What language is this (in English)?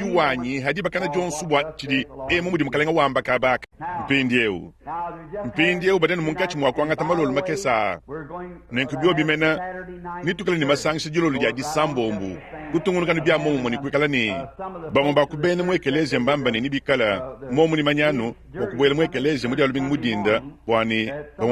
Luba-Lulua